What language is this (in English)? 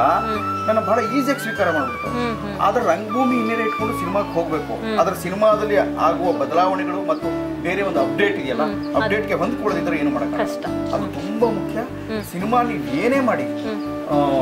Kannada